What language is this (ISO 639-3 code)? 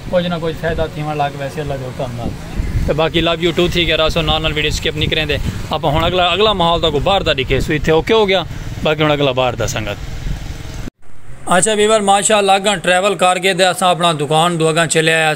skr